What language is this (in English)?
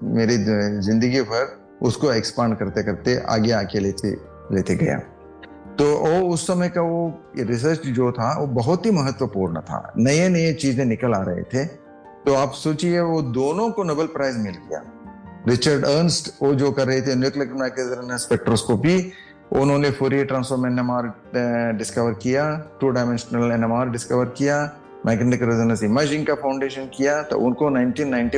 Hindi